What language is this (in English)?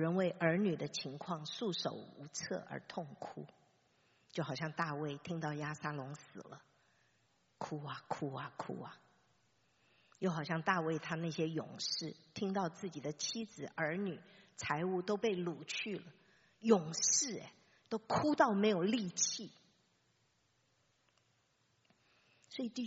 Chinese